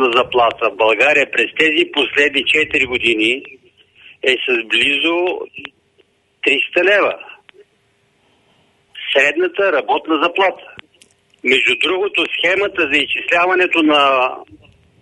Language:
Bulgarian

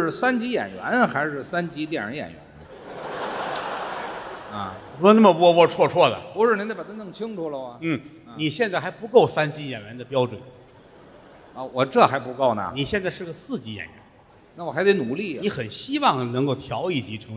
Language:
Chinese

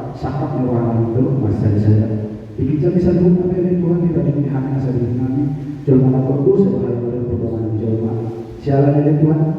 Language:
Batak Toba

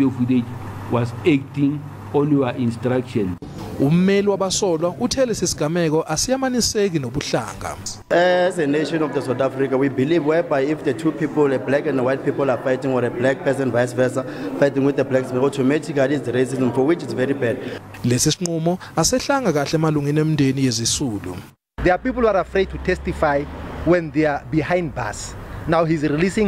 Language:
Zulu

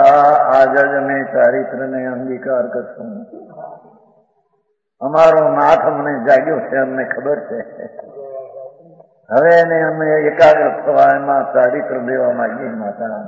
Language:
Gujarati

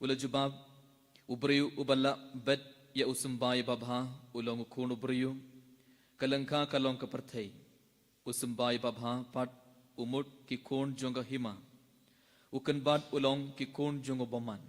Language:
Khasi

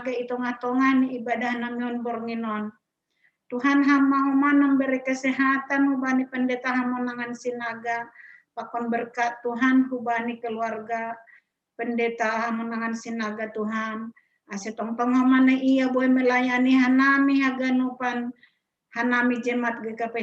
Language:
Batak Simalungun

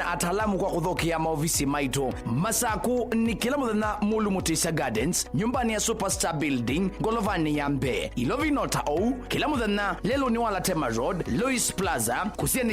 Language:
Kamba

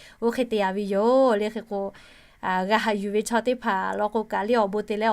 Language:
Lahu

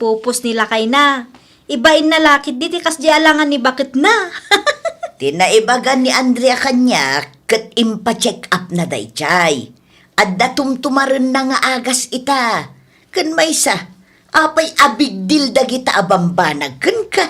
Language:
Iloko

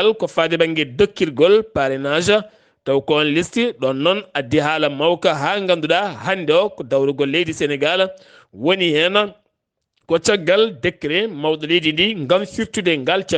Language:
Fula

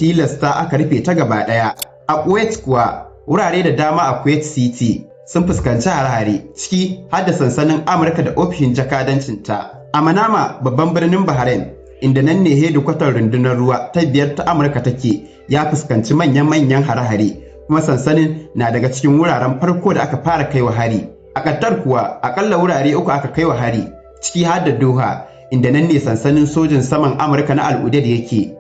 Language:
Hausa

